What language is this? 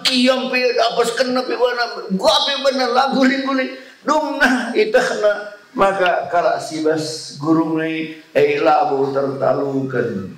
Batak Karo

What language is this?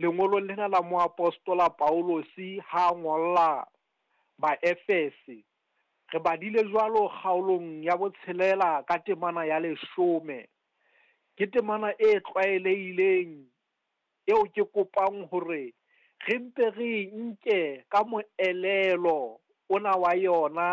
Southern Sotho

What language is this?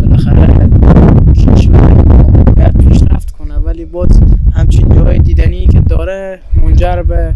Persian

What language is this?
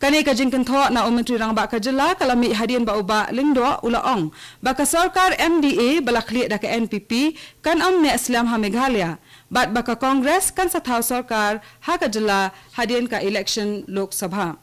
Khasi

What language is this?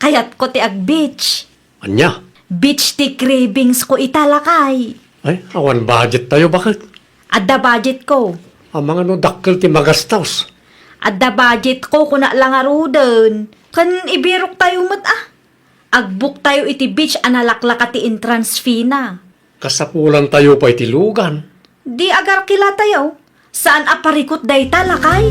Iloko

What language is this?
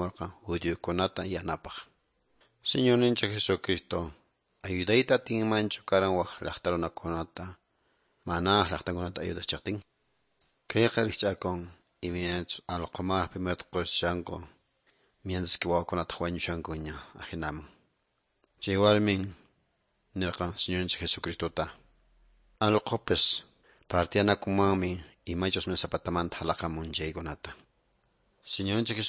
Quechua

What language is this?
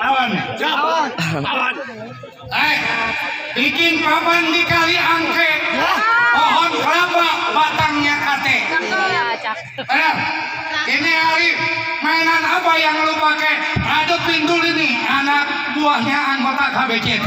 Betawi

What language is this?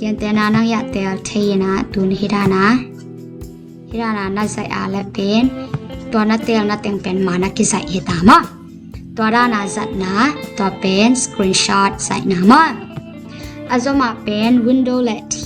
Tedim Chin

